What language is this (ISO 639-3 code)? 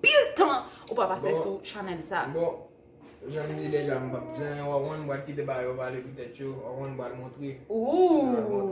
hat